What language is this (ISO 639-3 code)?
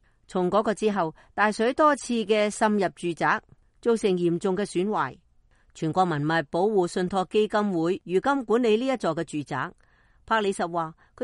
yue